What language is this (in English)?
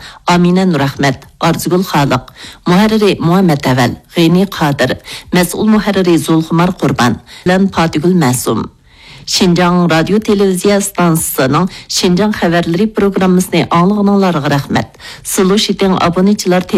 Uyghur